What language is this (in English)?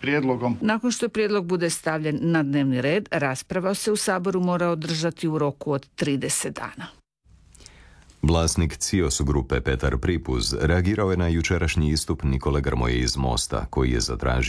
Croatian